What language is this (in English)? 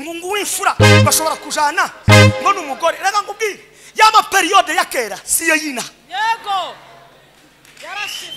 Kinyarwanda